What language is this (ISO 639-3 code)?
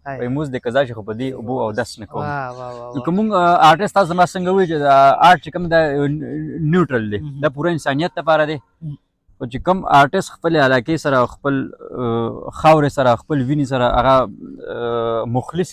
pus